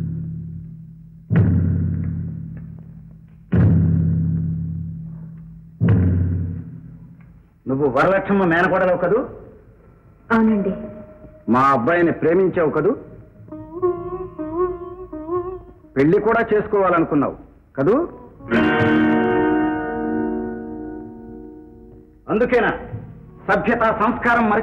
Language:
Telugu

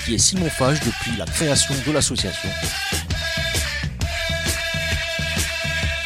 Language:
French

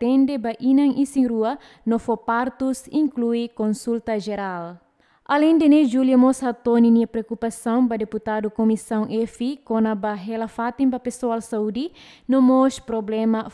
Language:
Tetum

